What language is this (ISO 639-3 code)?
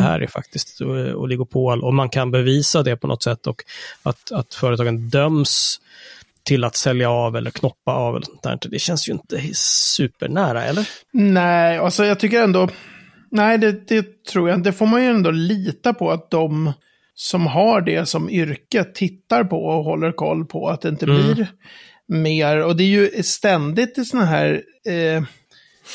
swe